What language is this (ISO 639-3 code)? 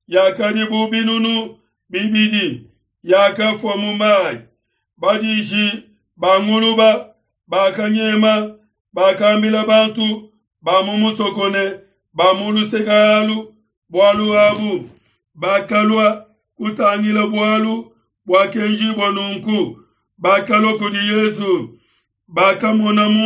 lua